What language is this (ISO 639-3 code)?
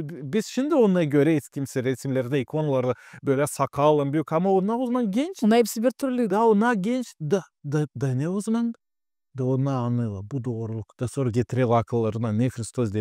gag